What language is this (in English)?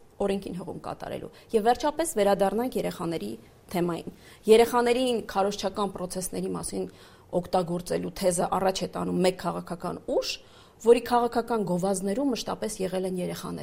Armenian